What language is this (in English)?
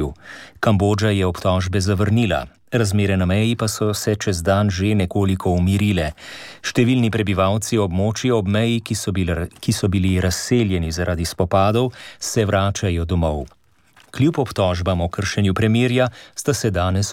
Slovenian